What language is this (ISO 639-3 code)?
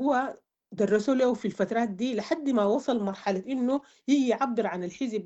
apd